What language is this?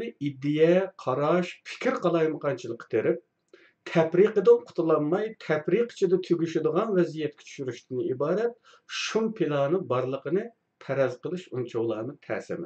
Uyghur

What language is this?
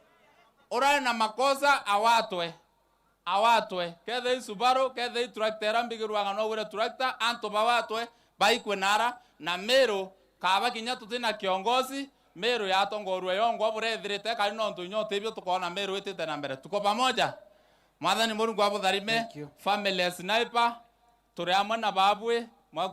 Meru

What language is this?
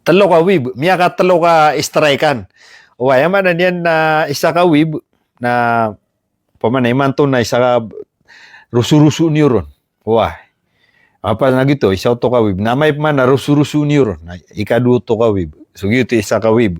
Maranao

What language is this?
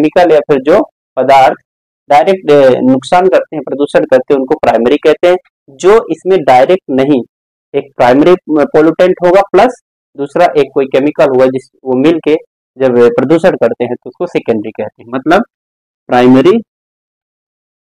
Hindi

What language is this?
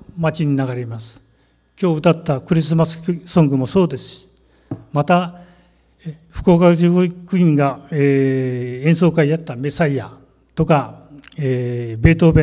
Japanese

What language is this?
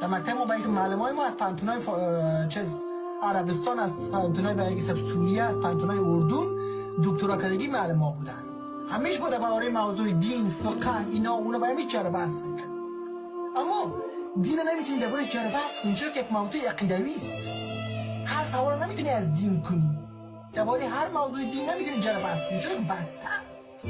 Persian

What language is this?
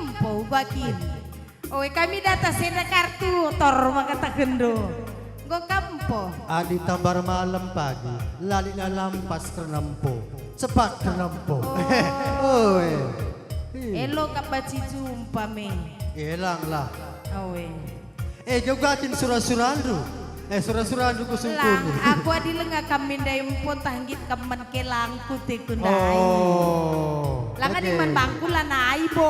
Batak Karo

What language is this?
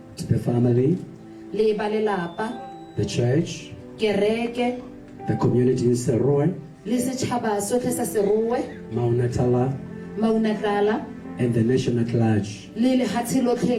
Tswana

